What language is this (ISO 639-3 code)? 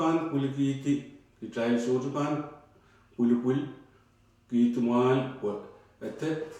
pon